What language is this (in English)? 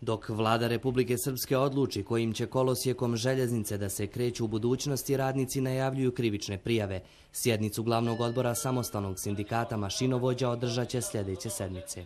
Bosnian